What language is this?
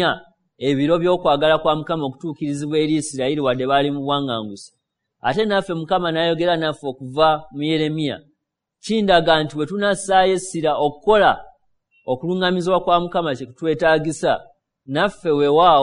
Ganda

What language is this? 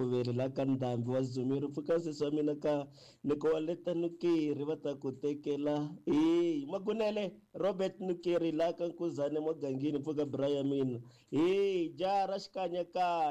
Tsonga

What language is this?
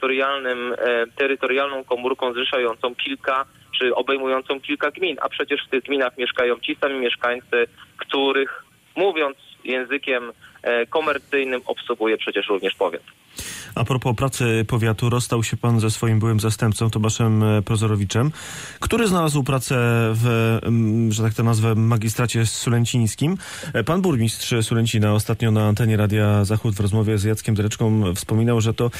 Polish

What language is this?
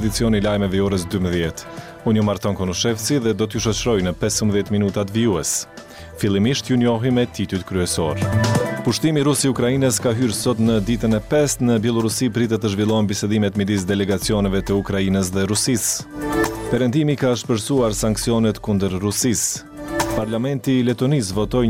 Albanian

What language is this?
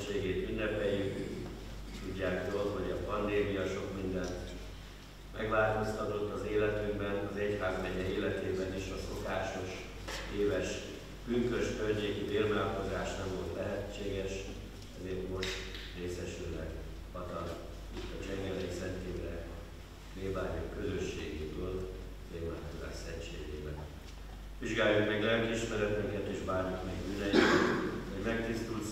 Hungarian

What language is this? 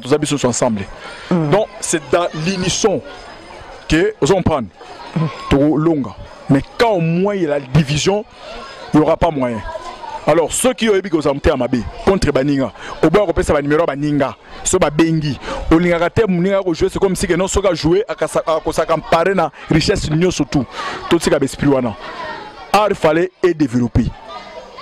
Lingala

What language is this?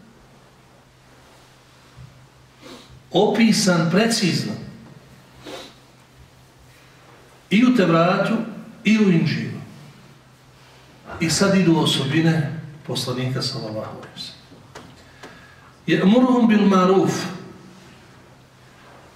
Bosnian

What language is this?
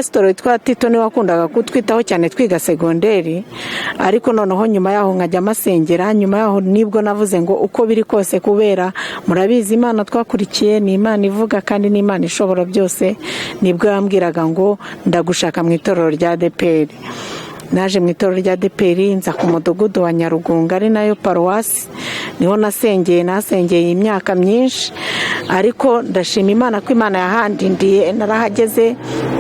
Kinyarwanda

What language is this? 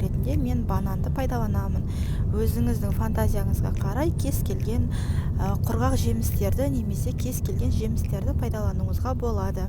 Kazakh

